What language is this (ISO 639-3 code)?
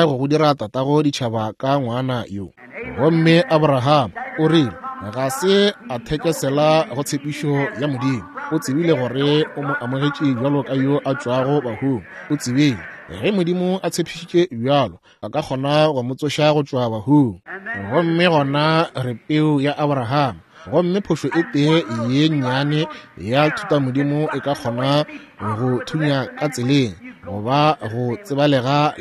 nso